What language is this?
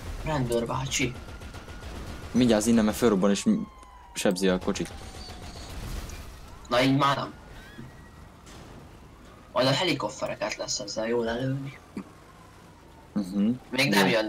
Hungarian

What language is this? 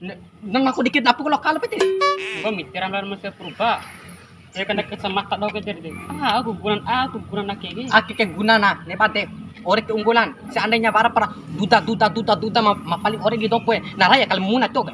Bima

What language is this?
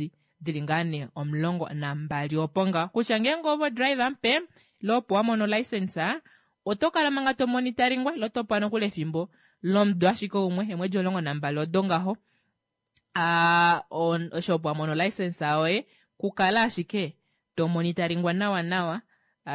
Kuanyama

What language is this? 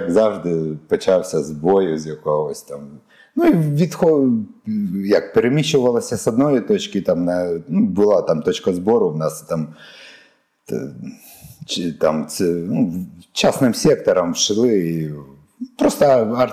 Ukrainian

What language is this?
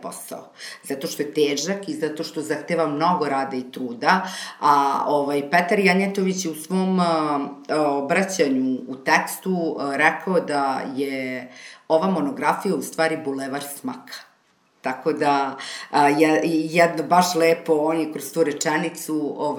Serbian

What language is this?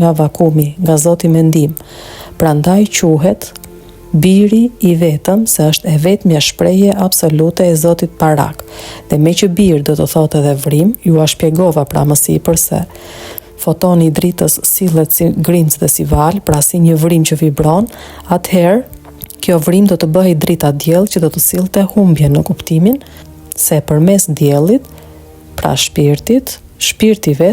Albanian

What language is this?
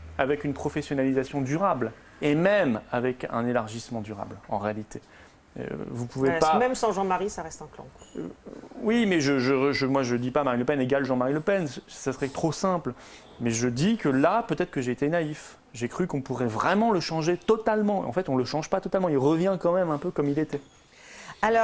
French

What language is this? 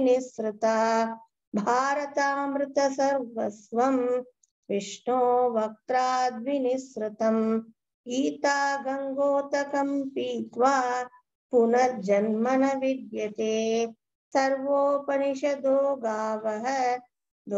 Sanskrit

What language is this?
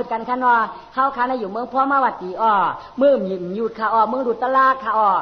Shan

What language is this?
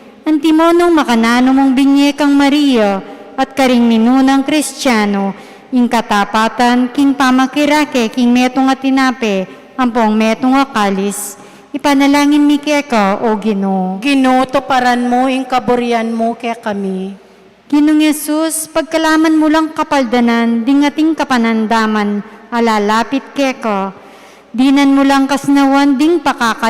Pampanga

